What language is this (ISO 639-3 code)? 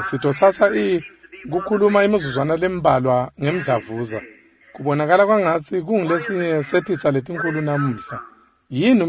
ssw